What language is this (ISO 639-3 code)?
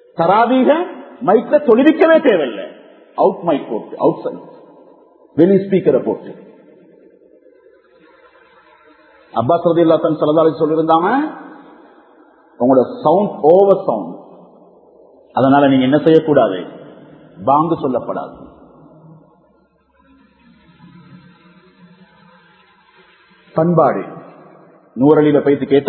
tam